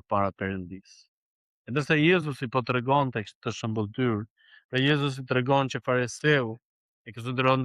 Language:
Albanian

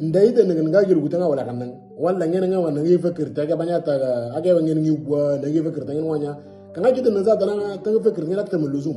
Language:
Moro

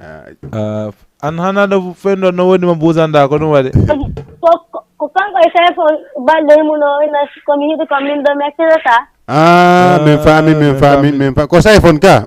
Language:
Fula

